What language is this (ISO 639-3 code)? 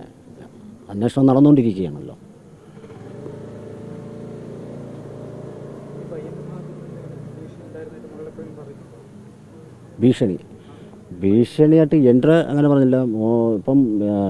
mal